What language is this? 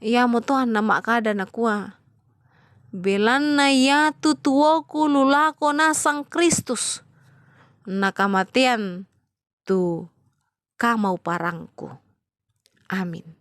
Toraja-Sa'dan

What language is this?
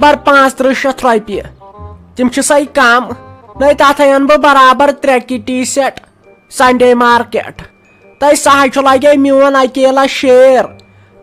Kashmiri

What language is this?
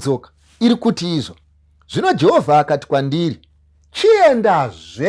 Shona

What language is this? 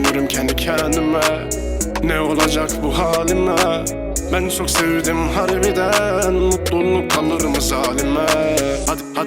Turkish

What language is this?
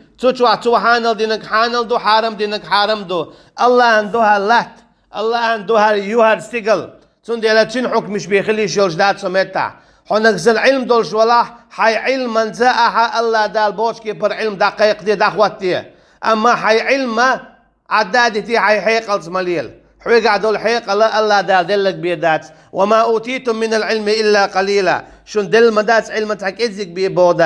Chechen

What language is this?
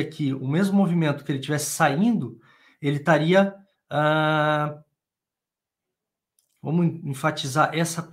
Portuguese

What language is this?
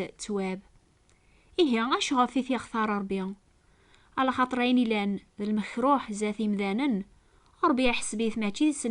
Kabyle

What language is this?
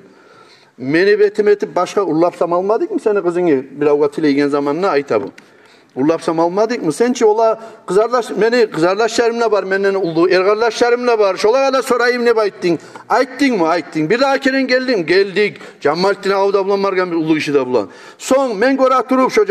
Kumyk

